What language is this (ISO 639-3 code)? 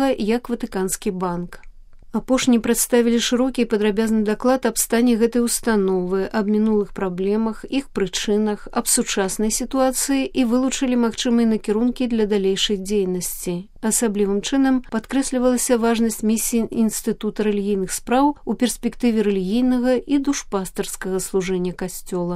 bel